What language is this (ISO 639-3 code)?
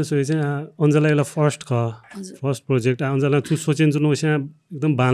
new